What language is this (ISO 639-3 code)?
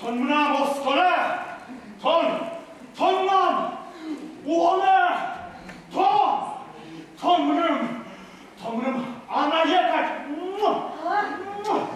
udm